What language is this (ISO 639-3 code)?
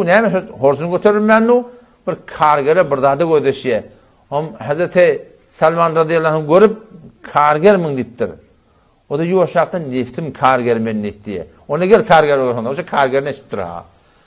tuk